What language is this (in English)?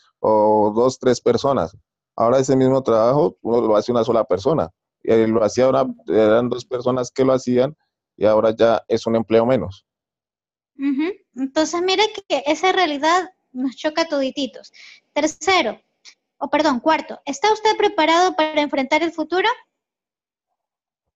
Spanish